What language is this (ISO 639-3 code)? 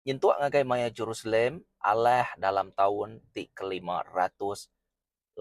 iba